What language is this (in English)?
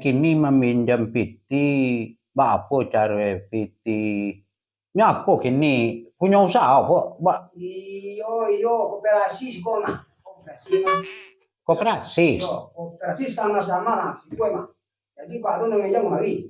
Minangkabau